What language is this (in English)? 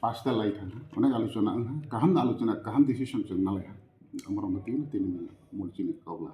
Kok Borok